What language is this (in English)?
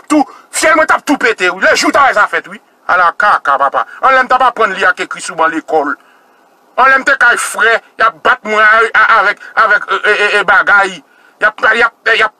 Haitian Creole